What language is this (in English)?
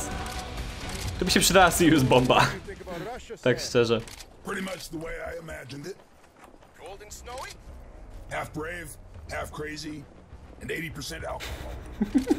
Polish